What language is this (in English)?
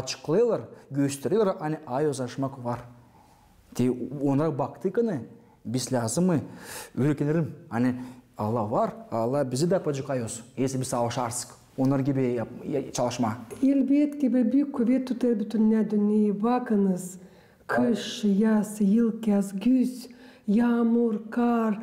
Gagauz